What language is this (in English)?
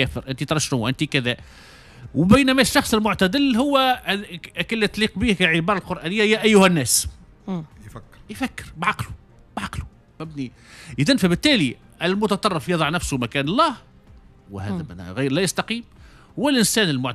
Tunisian Arabic